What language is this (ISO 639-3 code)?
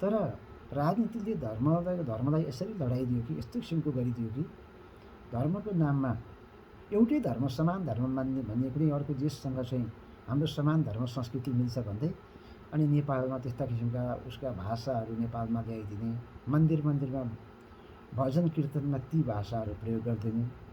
nep